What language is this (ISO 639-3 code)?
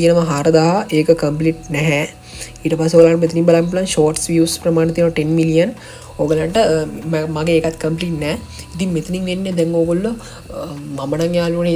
sin